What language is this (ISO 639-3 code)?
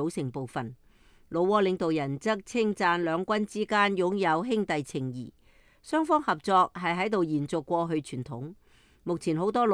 yue